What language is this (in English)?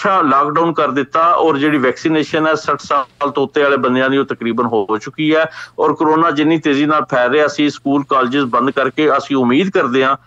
Punjabi